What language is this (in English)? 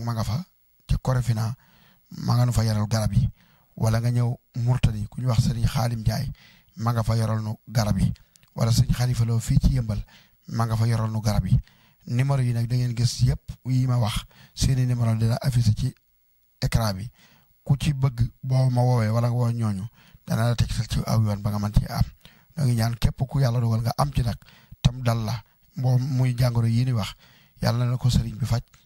Wolof